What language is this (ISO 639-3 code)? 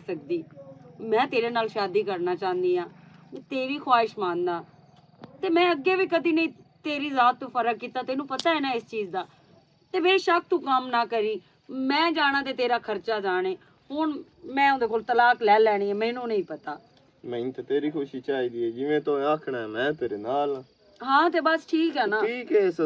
lah